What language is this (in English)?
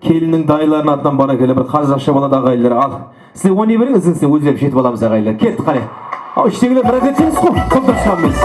Kara-Kalpak